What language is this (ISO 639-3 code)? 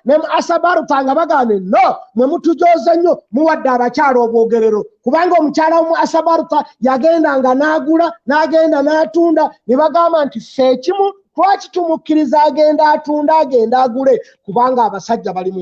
lug